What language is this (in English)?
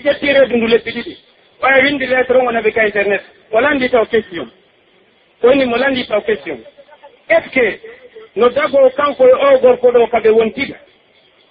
Pular